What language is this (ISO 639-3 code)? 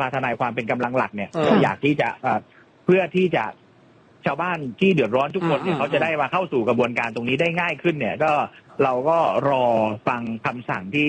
tha